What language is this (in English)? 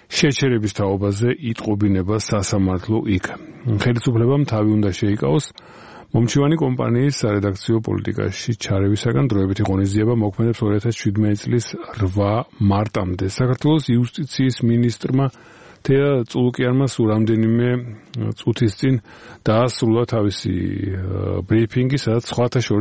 Georgian